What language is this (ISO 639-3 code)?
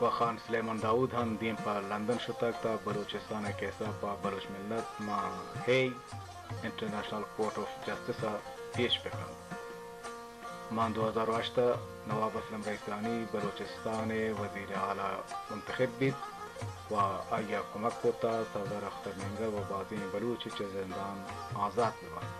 bal